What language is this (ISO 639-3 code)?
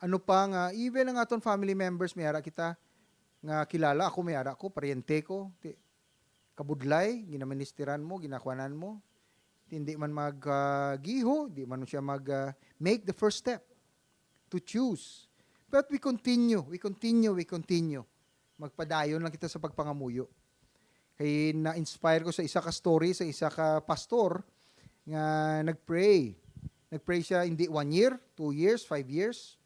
hil